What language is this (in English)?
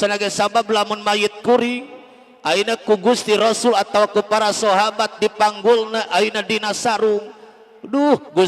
Sundanese